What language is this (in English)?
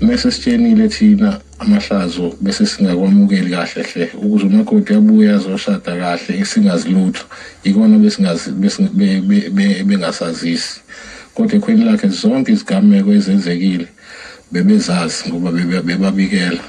Zulu